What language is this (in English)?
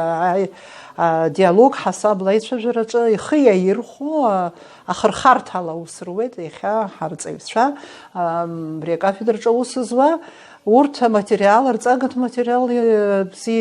Abkhazian